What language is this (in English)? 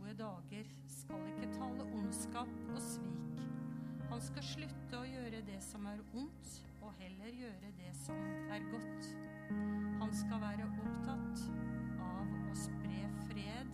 Norwegian